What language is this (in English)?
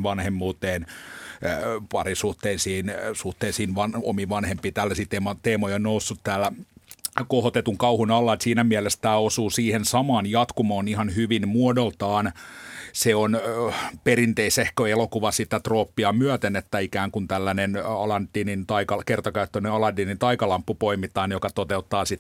Finnish